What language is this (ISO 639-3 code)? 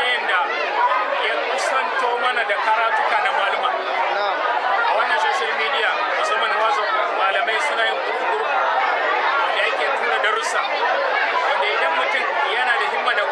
hau